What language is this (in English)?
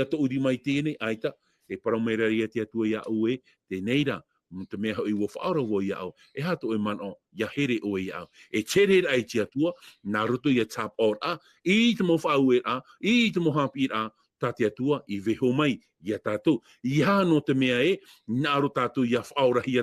Tahitian